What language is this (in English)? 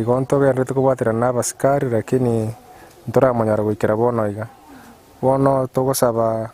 Gusii